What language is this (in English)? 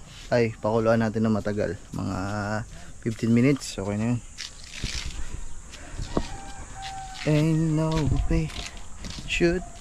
Filipino